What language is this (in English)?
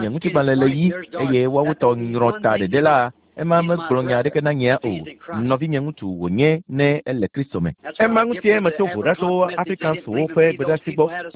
Ewe